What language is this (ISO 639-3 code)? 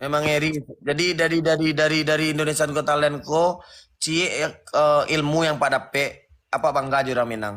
min